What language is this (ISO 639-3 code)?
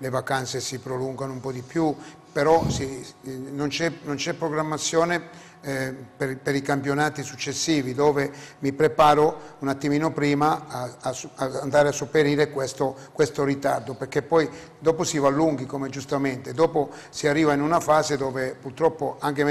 ita